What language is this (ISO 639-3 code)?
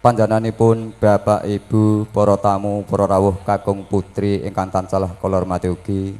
jav